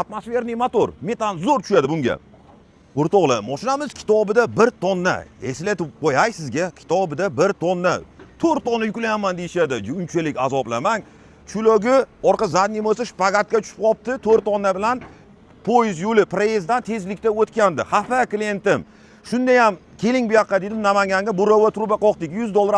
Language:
Uzbek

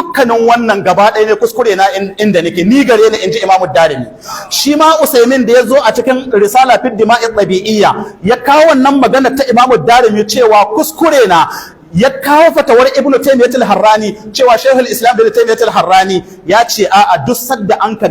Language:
Hausa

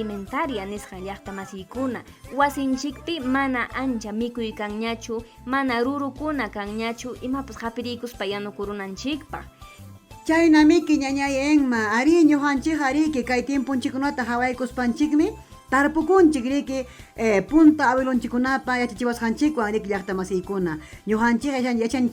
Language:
Ayacucho Quechua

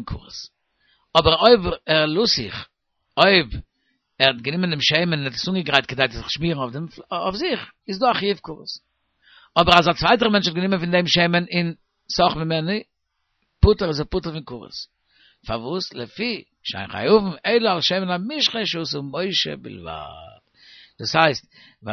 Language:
Yiddish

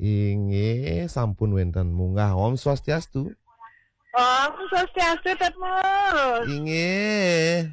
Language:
Balinese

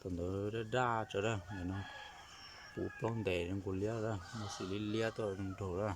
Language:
Hmong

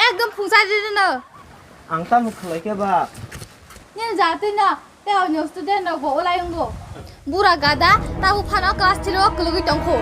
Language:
Kok Borok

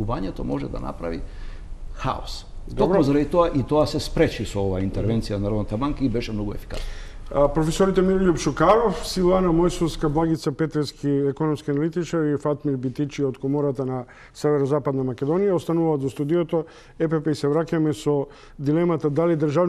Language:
Macedonian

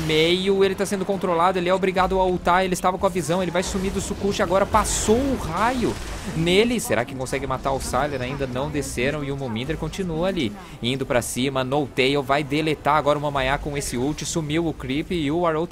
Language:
Portuguese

